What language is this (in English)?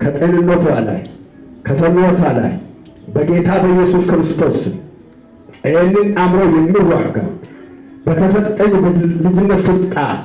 Amharic